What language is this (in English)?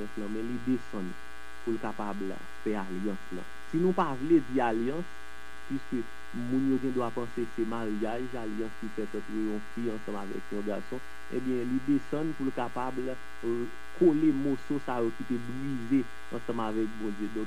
Haitian Creole